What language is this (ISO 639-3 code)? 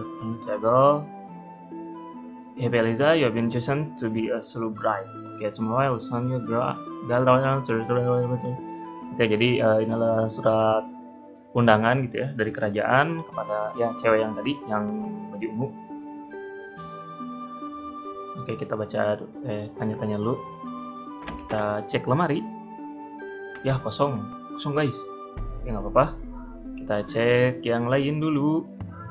ind